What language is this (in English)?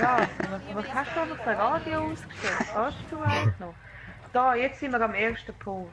Swiss German